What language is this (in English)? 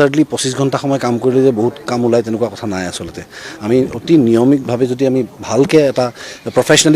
Assamese